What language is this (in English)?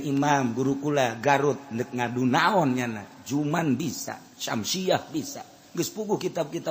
Sundanese